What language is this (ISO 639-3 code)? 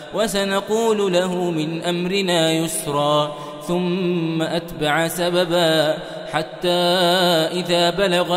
ara